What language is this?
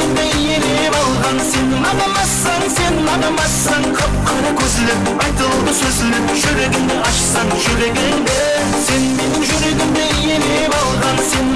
Kara-Kalpak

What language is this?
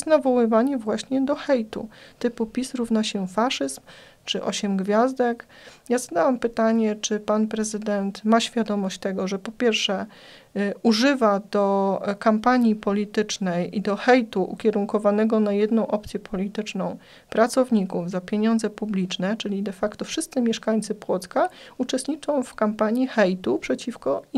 Polish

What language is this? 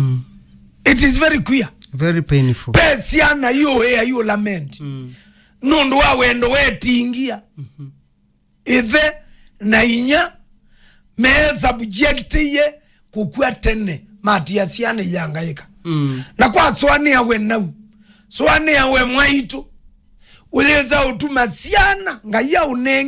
Kamba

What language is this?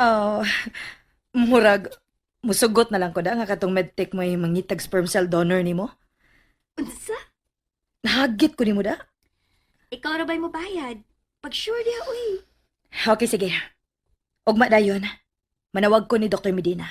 Cebuano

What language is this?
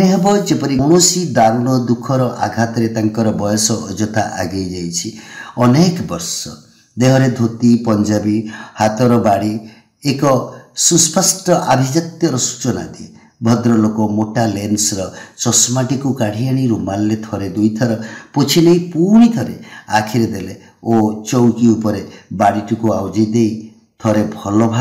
Odia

